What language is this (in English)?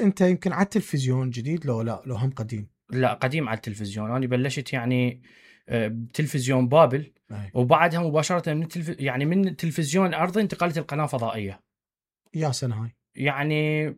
Mesopotamian Arabic